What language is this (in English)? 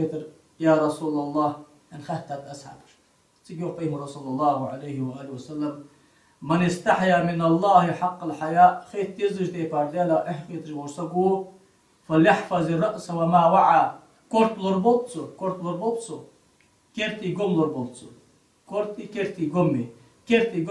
Ingush